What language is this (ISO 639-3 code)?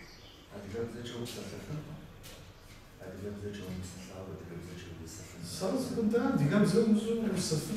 kbd